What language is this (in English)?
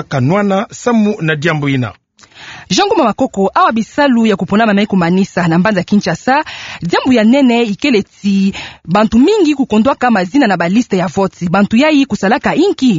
Kituba (Democratic Republic of Congo)